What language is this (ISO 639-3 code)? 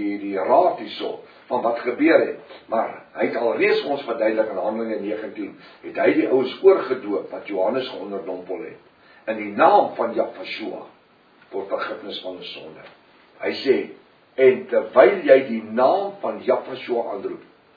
afr